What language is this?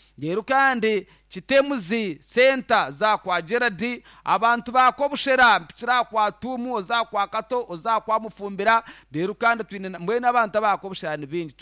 Nyankole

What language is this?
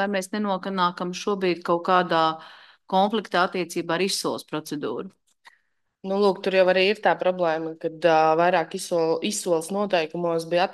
Latvian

